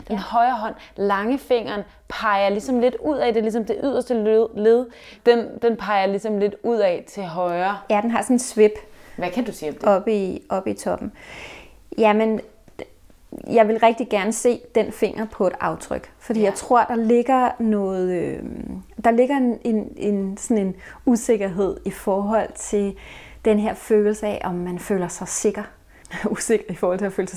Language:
Danish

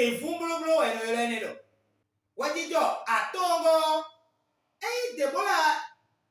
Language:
Fon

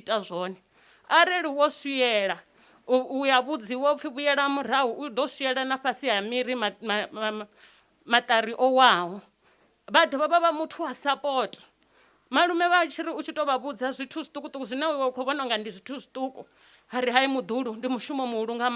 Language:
Venda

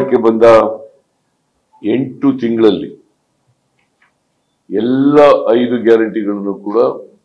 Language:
Kannada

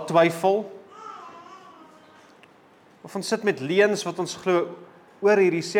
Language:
Afrikaans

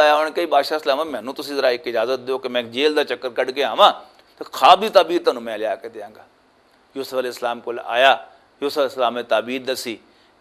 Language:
Western Panjabi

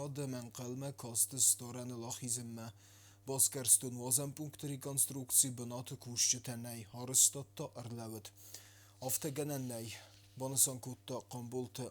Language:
Ossetic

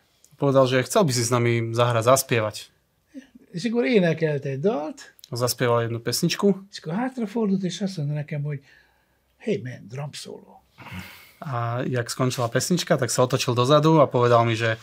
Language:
Slovak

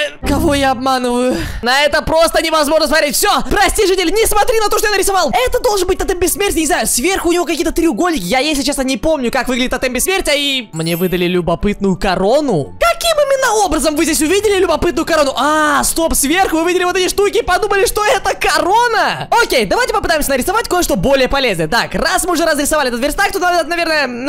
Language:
Russian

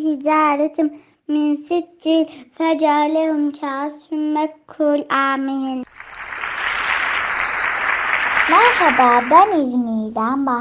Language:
Turkish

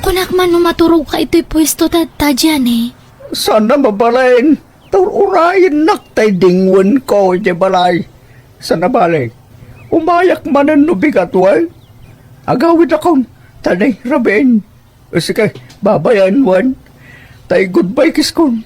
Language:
Iloko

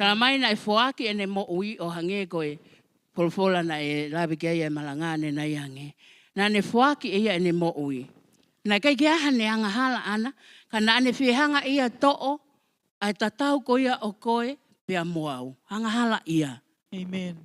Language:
Tongan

